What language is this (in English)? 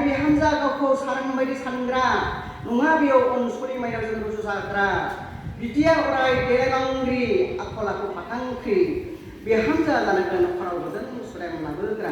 Bodo